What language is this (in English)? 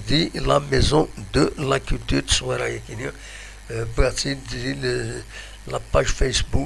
Kabyle